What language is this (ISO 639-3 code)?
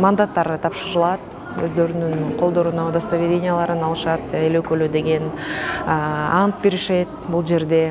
kir